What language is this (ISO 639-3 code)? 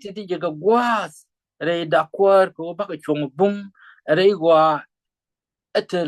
nus